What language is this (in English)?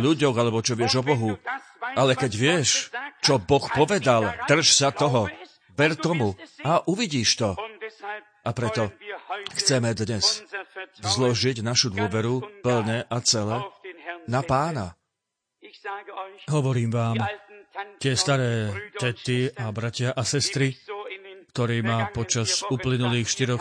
Slovak